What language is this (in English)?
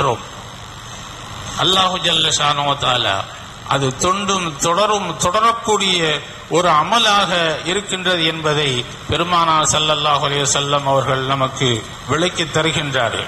Tamil